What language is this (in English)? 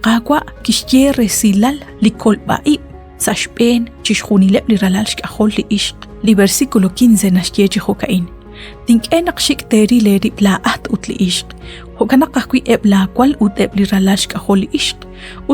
Kekchí